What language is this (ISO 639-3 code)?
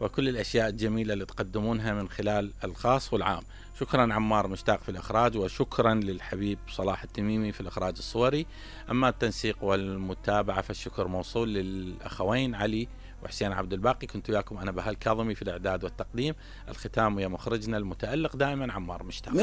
acm